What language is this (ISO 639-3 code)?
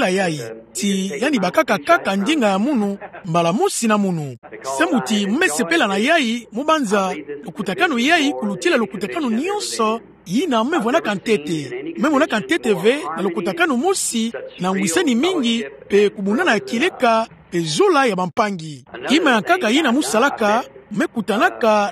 ktu